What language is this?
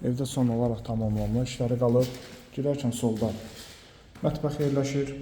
Azerbaijani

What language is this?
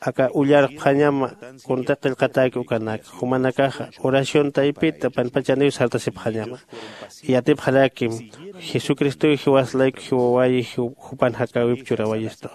Aymara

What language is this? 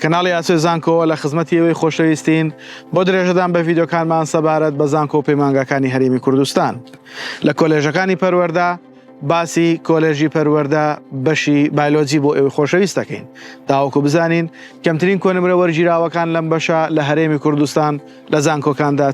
Central Kurdish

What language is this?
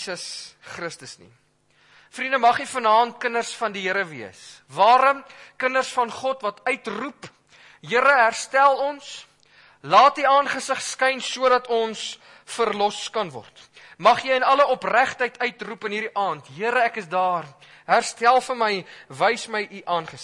Afrikaans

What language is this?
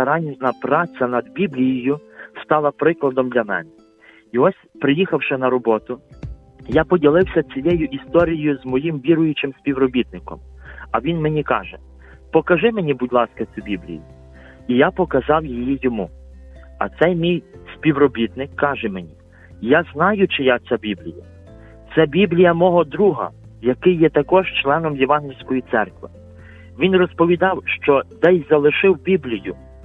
Ukrainian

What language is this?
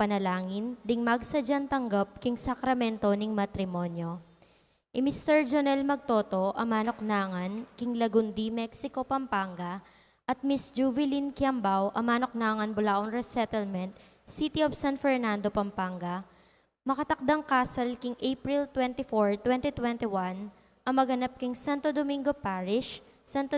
Pampanga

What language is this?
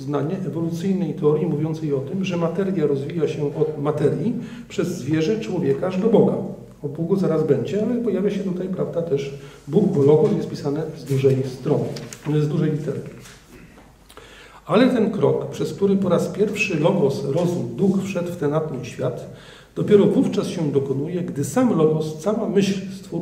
Polish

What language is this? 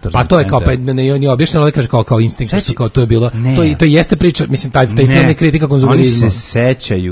Serbian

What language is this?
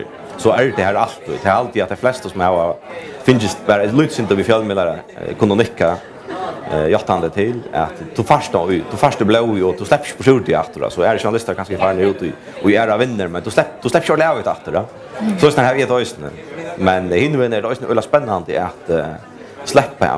Faroese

